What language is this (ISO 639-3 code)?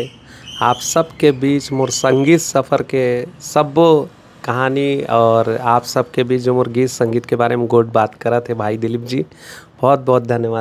hne